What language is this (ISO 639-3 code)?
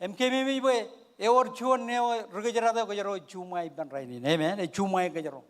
mah